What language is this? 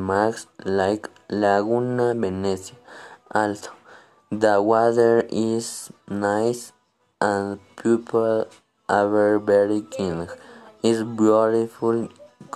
English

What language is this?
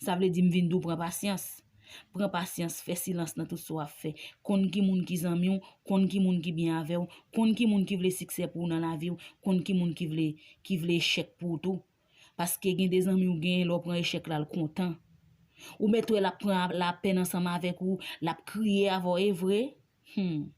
Haitian Creole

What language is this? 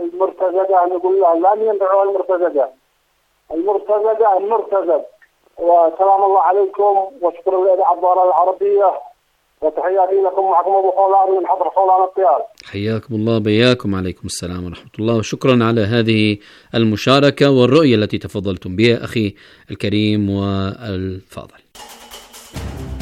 Arabic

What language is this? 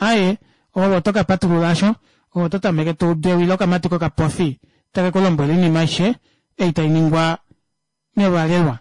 Kuanyama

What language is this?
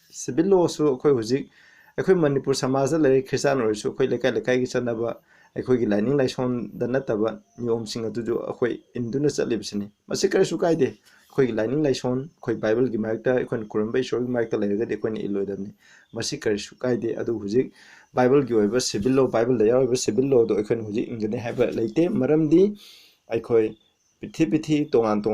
Manipuri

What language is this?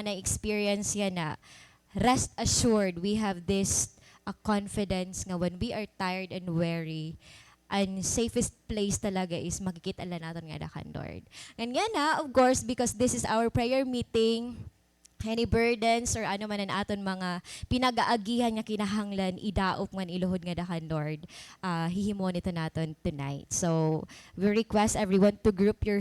Waray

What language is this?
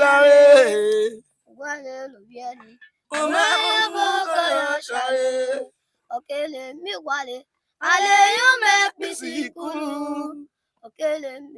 Urhobo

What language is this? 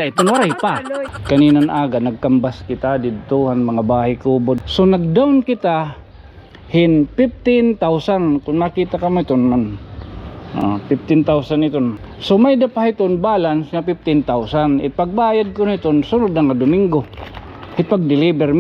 Waray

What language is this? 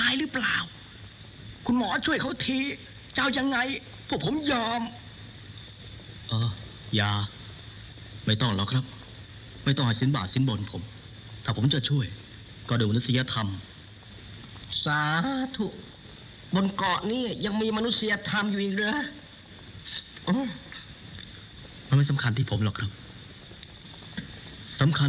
Thai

